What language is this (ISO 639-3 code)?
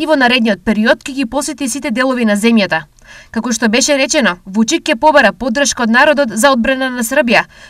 mkd